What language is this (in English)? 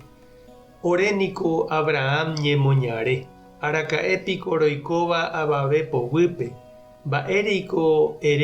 Guarani